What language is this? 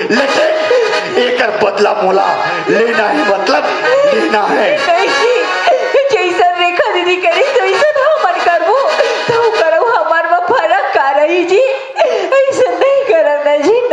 Chhattisgarhi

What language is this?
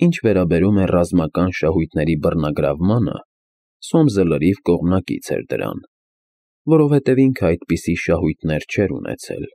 Armenian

